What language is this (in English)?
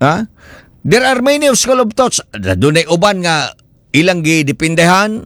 Cebuano